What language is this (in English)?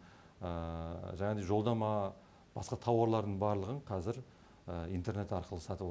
Kazakh